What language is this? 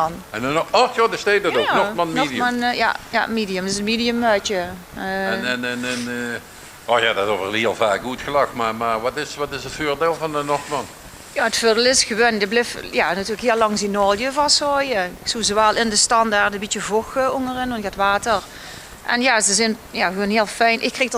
Limburgish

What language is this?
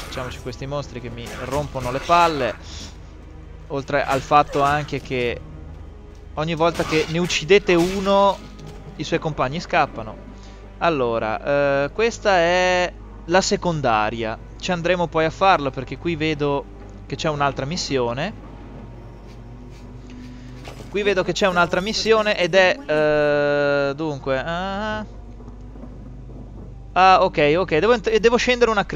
Italian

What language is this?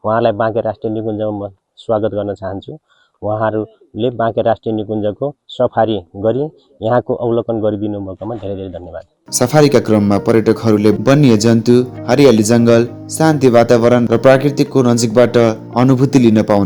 Nepali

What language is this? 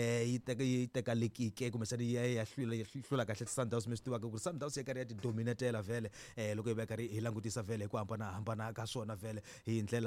Tsonga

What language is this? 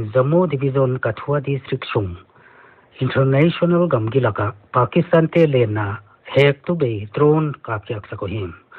Paite Chin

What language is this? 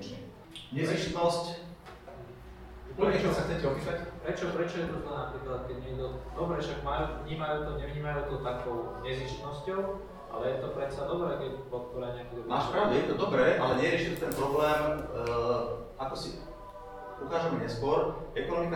Slovak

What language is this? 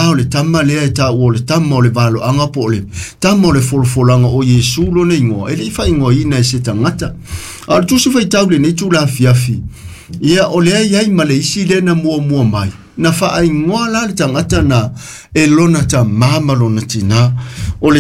Samoan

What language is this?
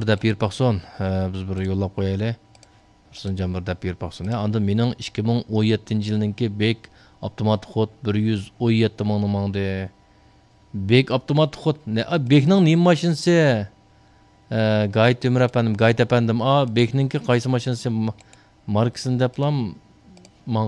Uyghur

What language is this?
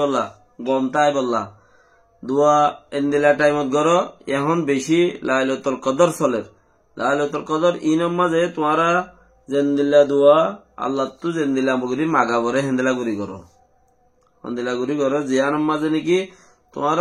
Rohingya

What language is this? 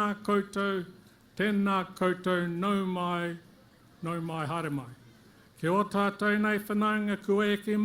Māori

